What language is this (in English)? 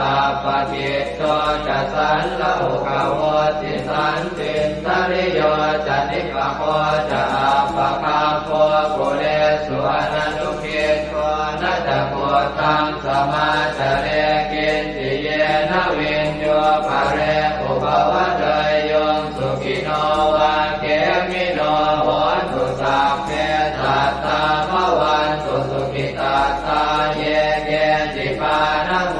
Pali